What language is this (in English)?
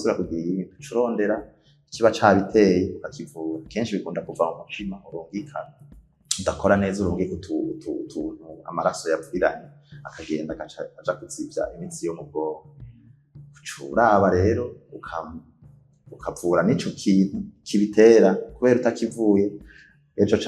Rundi